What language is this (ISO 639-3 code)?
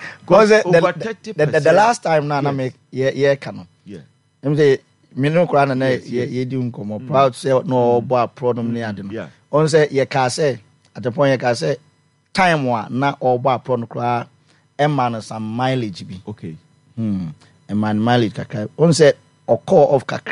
aka